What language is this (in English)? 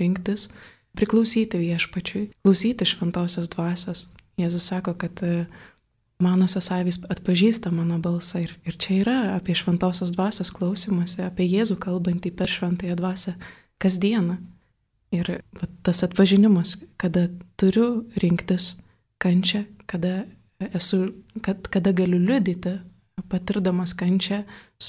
Lithuanian